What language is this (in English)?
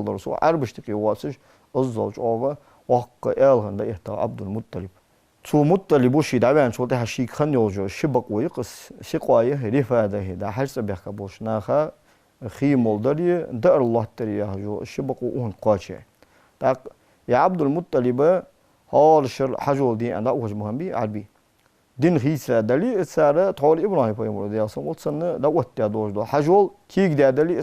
Ingush